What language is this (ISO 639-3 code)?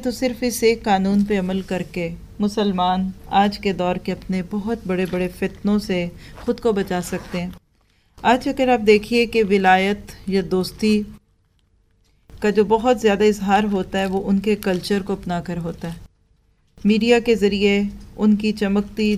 urd